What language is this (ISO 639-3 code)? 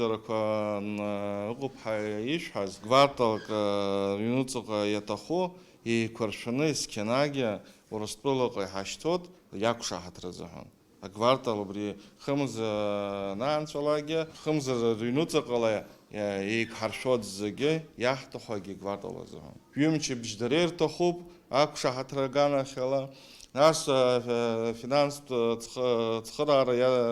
abk